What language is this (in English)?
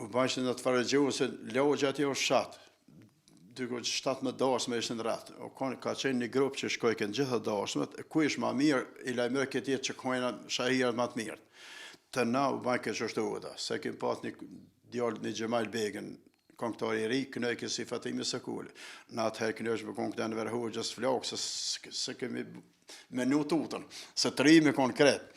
Albanian